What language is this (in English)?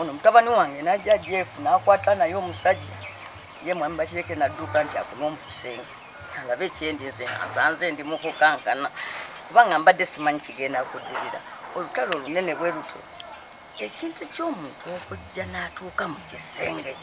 Ganda